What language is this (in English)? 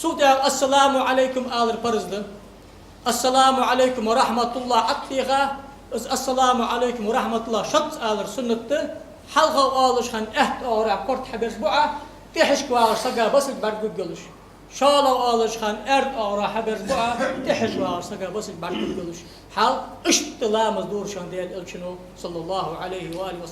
Ingush